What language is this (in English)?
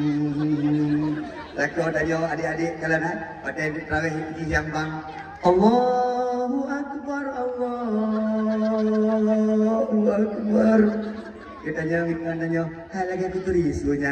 Achinese